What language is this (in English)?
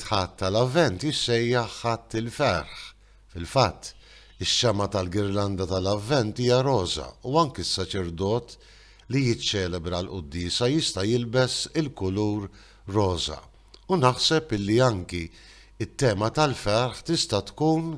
Maltese